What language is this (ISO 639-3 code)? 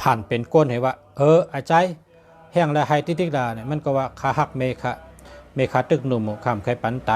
shn